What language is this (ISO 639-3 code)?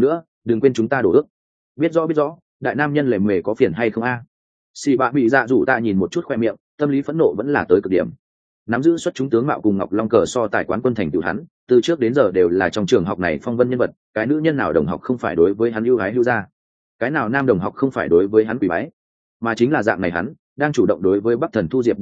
vie